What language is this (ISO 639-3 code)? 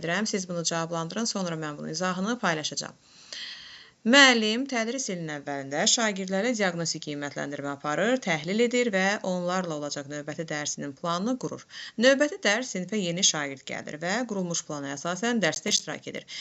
aze